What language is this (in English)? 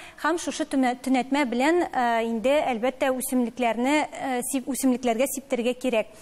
Tatar